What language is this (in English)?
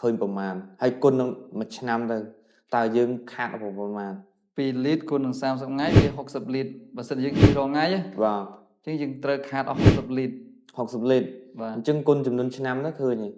Khmer